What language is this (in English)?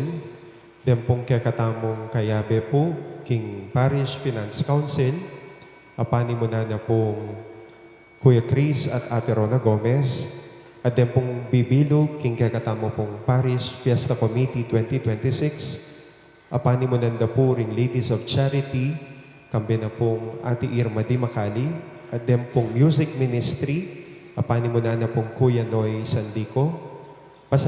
Pampanga